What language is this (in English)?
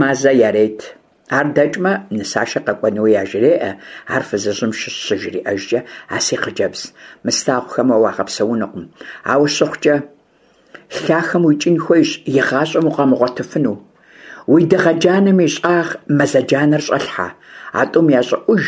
Kabardian